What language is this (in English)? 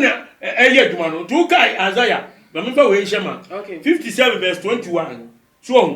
Akan